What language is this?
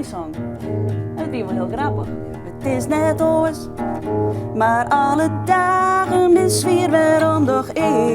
Western Frisian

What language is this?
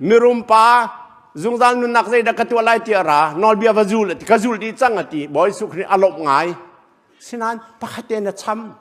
Hakha Chin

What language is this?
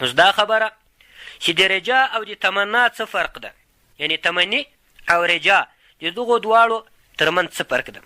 Pashto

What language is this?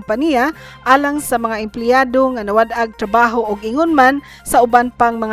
Cebuano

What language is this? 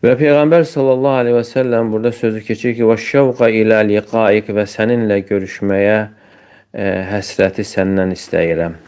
Azerbaijani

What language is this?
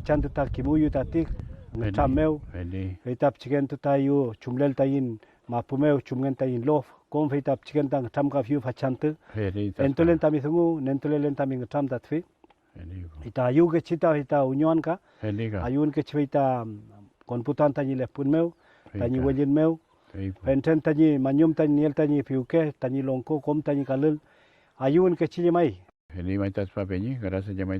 Mapuche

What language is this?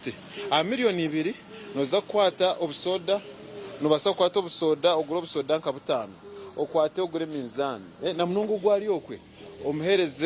Nyankole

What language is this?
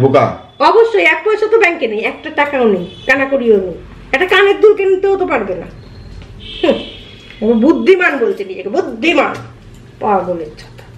Bangla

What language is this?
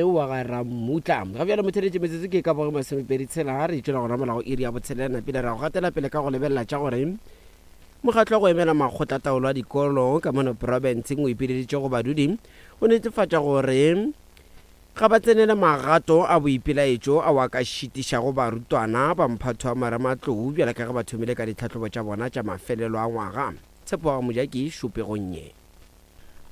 Northern Sotho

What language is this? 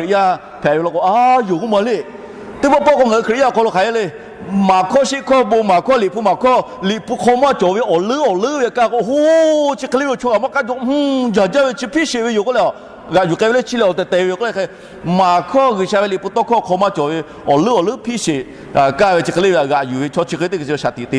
Lahu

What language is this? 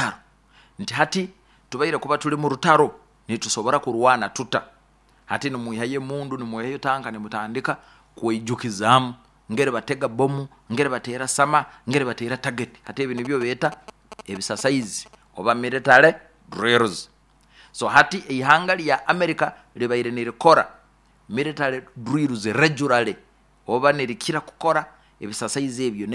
Nyoro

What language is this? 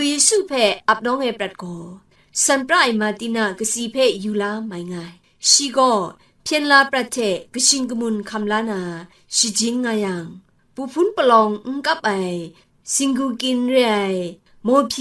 Kachin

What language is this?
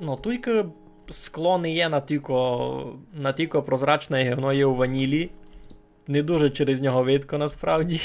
Rusyn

